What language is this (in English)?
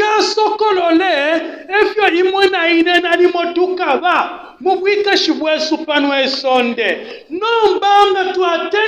Bemba